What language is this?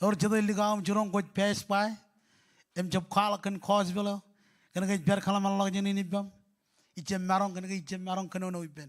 Marshallese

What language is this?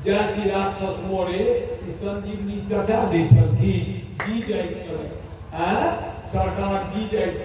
Maithili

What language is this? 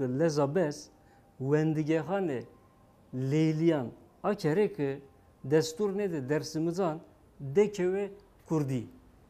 Zaza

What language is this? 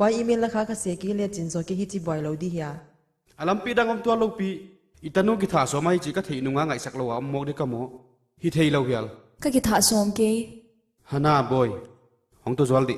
Paite Chin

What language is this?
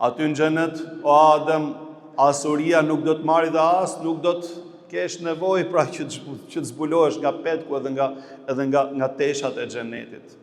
Albanian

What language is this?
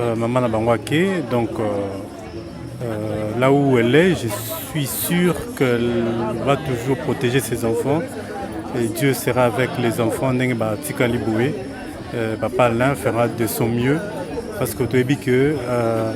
Lingala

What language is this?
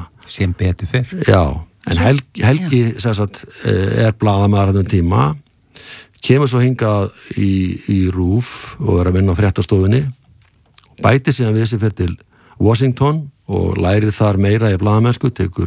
Icelandic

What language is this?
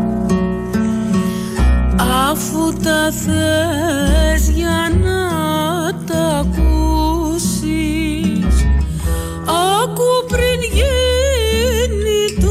Greek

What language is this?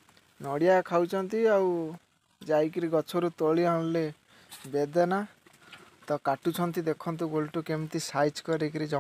Odia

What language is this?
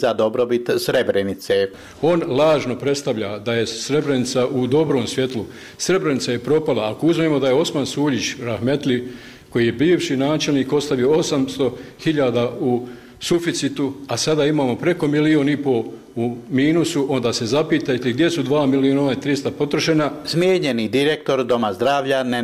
Bosnian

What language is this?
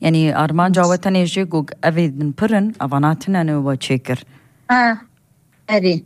Kurdish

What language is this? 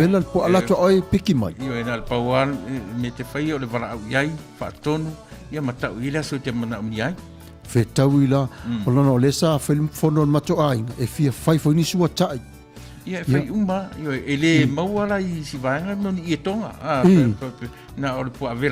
Samoan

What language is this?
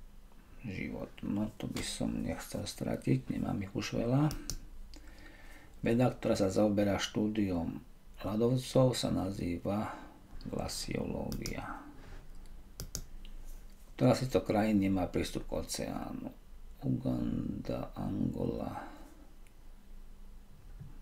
Slovak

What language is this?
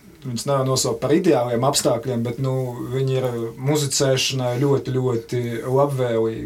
Latvian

